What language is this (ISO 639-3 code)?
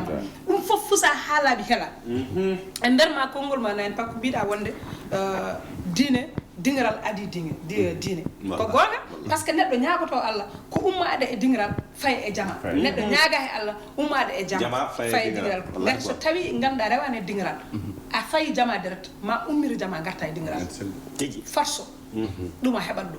ful